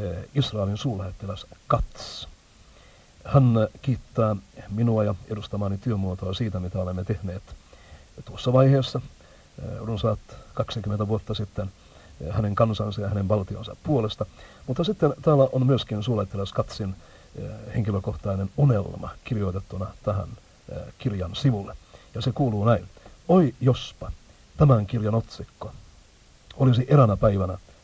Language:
Finnish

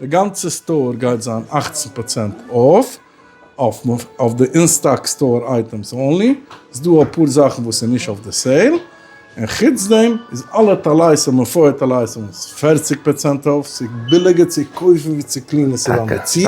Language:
Yiddish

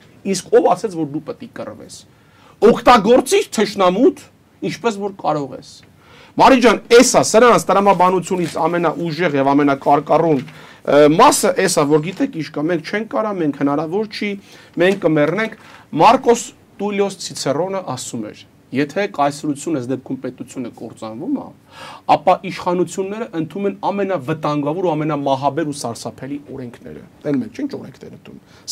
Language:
Armenian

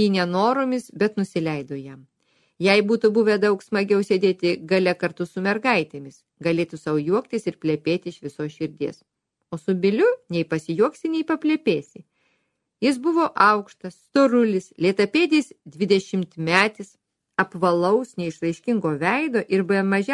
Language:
Lithuanian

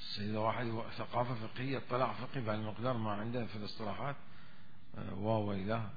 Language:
Mesopotamian Arabic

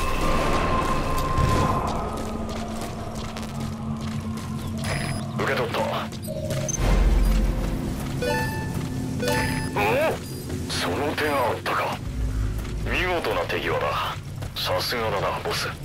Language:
Japanese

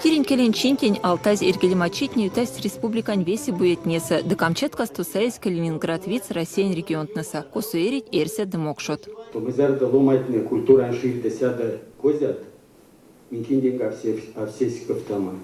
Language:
Erzya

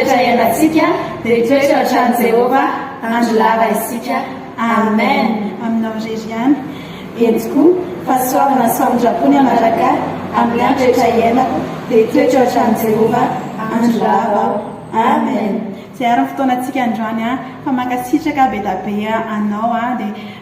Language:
Malagasy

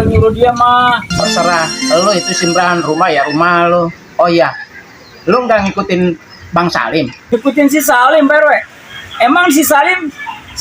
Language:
Betawi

